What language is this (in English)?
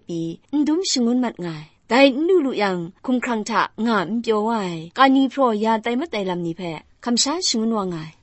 Kachin